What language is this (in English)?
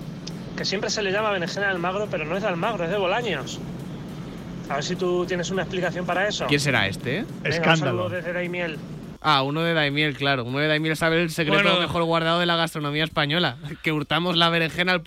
Spanish